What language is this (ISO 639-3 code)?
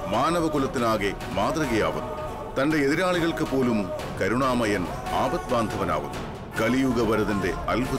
mal